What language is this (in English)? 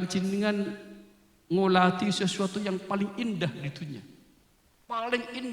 Madurese